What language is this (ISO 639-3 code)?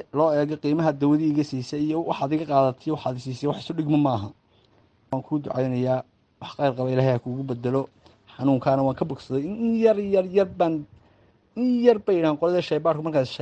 som